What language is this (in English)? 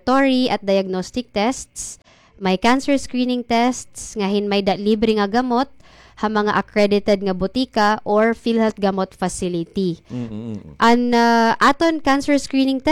Waray